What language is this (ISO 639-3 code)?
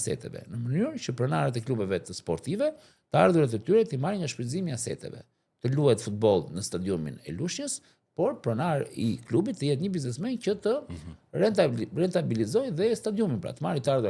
sqi